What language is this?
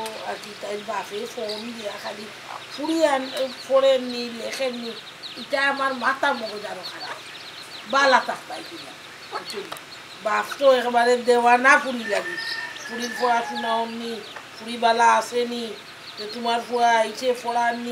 Sylheti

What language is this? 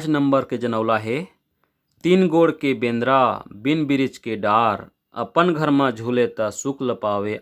Chhattisgarhi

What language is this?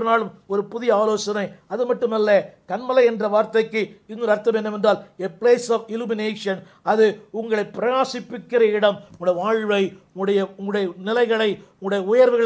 Tamil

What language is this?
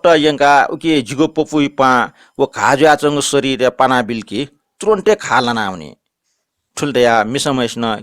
Newari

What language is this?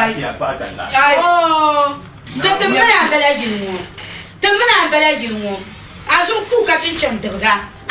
Dagbani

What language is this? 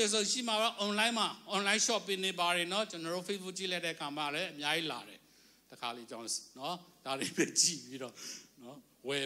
Burmese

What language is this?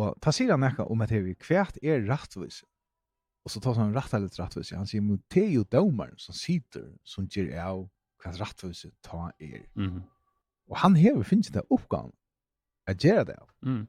Faroese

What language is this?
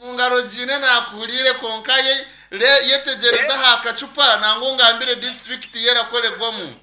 Nyankole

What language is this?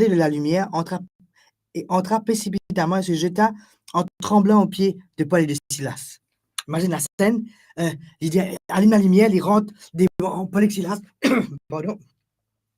Morisyen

